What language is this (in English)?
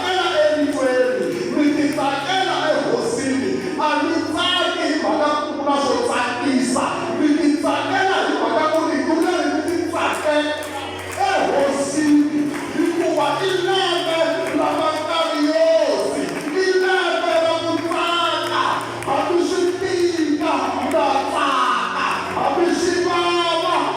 Tsonga